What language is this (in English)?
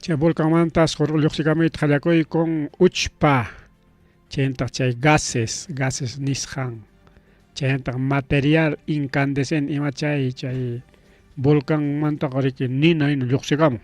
Ayacucho Quechua